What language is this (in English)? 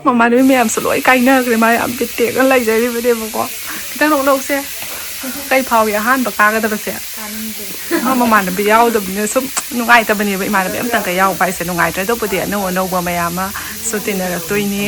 Manipuri